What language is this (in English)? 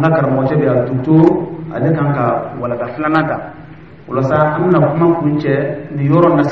Dyula